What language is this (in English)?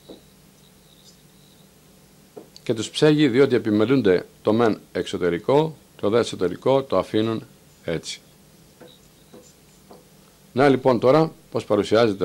Greek